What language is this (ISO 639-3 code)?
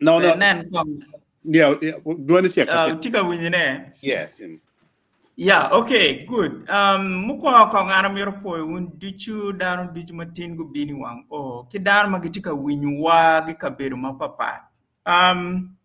ach